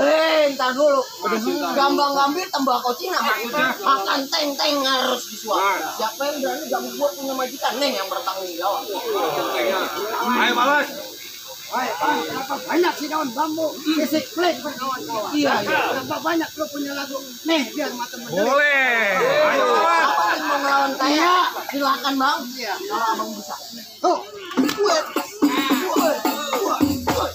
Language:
Betawi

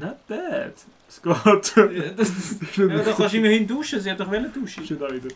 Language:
Swiss German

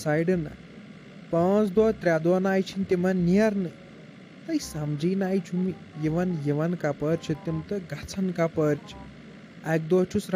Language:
Kashmiri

